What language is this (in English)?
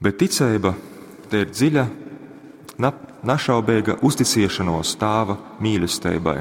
Latgalian